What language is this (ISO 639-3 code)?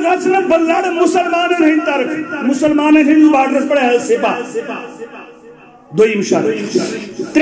kas